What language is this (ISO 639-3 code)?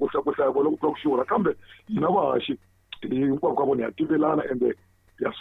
tso